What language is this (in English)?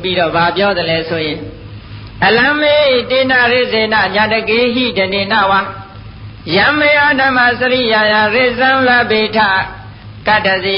Burmese